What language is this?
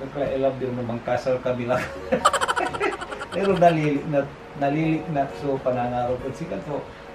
Pangasinan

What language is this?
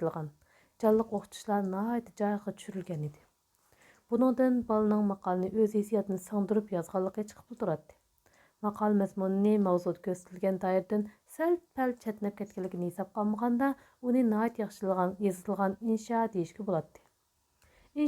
Uyghur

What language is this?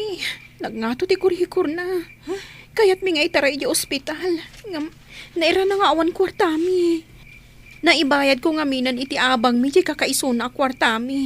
Iloko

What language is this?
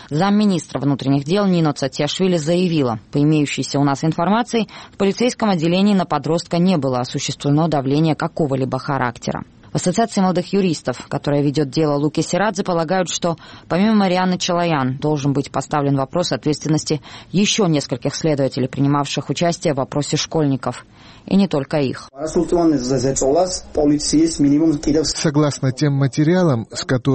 Russian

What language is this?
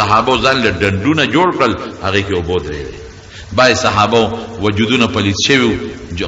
Pashto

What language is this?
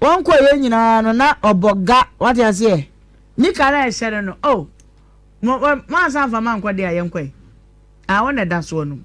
Akan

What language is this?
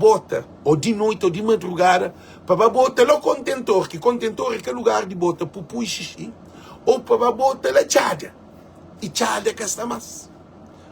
Kabuverdianu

